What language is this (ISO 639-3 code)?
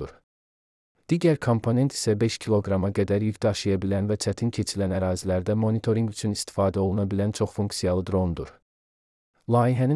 aze